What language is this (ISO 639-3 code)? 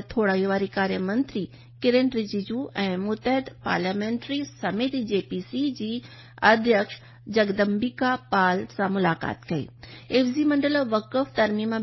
snd